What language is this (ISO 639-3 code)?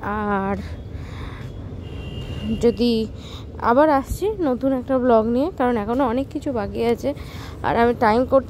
ben